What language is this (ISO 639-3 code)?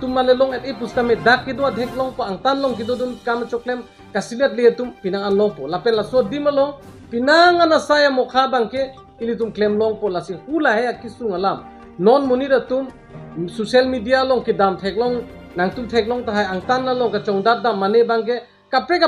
mjw